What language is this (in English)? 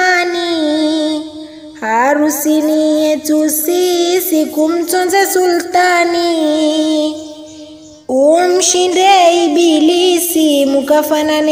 Swahili